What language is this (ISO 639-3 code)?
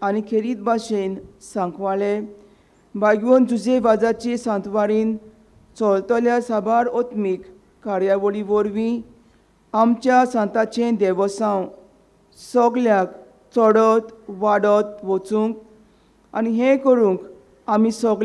kok